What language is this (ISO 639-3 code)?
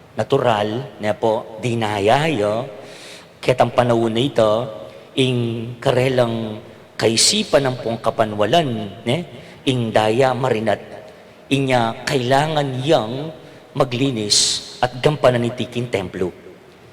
pam